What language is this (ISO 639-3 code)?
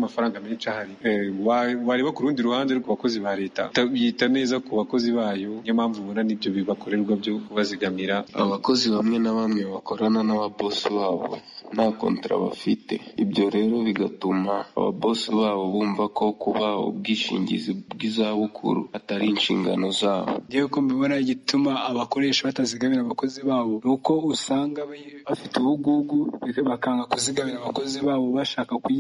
kin